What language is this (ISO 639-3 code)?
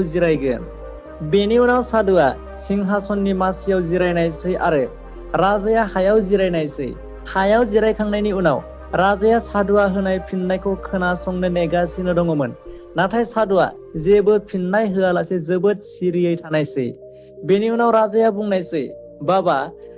brx